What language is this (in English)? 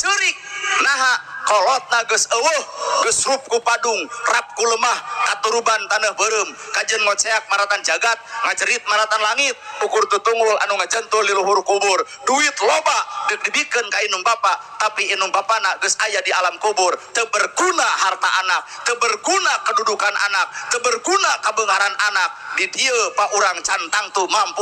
Sundanese